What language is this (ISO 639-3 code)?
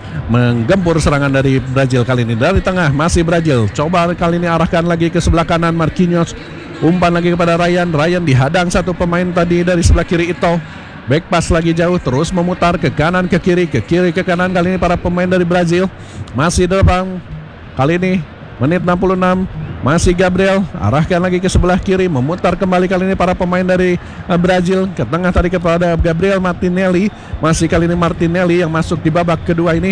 ind